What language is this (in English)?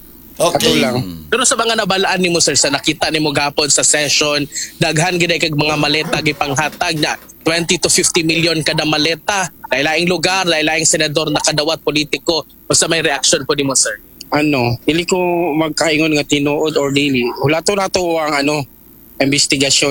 Cebuano